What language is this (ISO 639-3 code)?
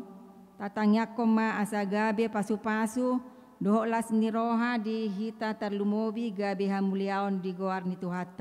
bbc